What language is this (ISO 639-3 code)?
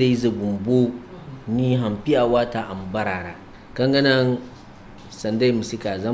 dje